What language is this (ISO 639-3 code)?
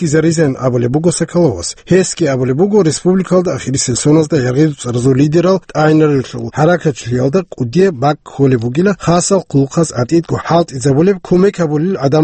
ava